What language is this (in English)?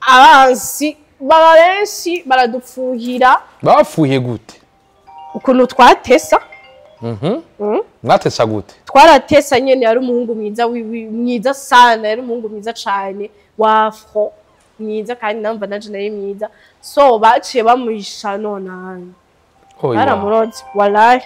Rundi